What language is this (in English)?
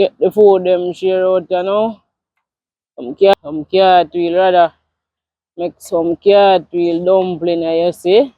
Jamaican Creole English